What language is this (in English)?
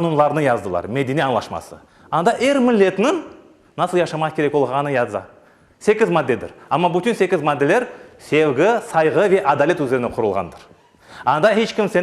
Crimean Tatar